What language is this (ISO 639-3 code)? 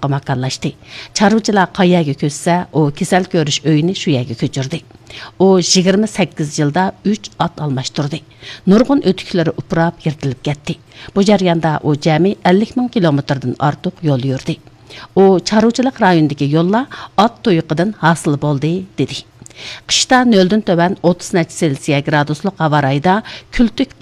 uig